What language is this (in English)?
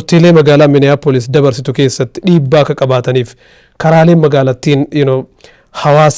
Oromo